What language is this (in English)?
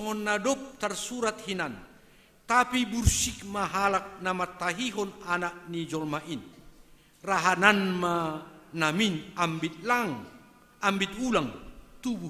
Batak Simalungun